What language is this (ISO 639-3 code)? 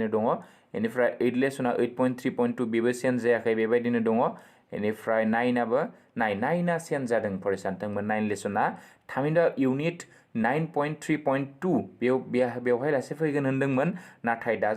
brx